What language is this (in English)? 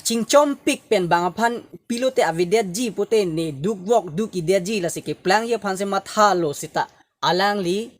Karbi